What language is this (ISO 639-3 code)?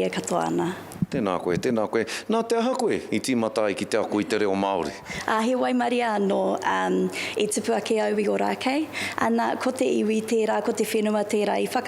mri